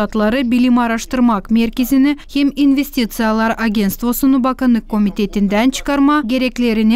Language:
Gagauz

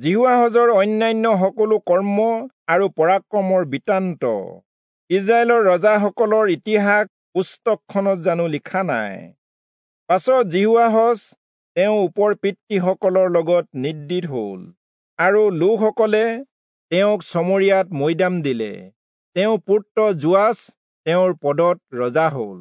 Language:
Assamese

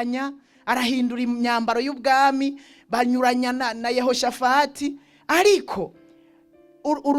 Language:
Rundi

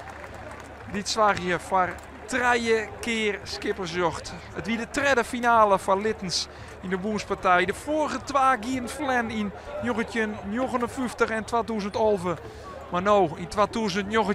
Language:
Western Frisian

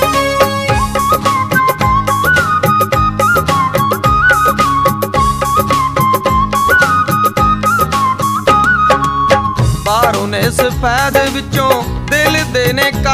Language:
Punjabi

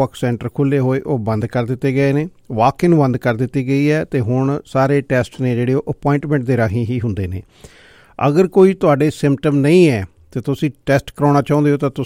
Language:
Punjabi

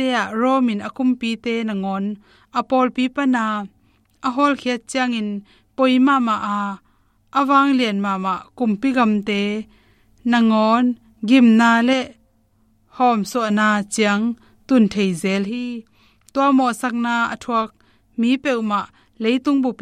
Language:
Tedim Chin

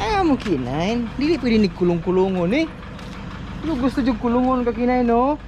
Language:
Cebuano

